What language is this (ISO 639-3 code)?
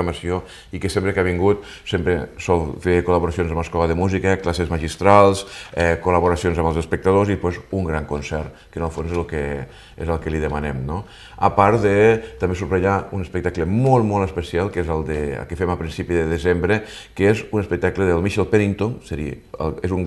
cat